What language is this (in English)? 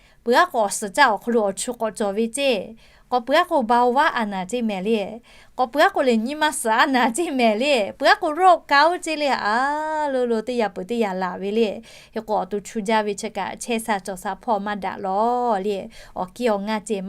Lahu